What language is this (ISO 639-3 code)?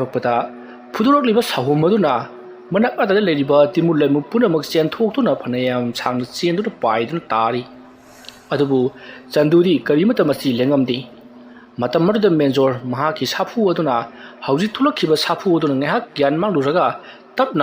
mni